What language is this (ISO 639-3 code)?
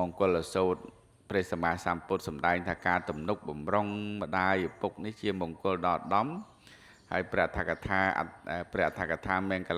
khm